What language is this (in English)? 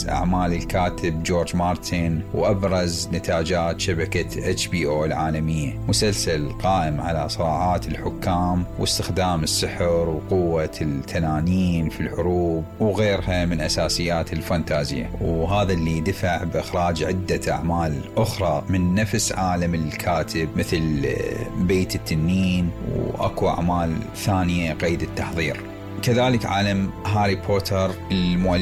Mesopotamian Arabic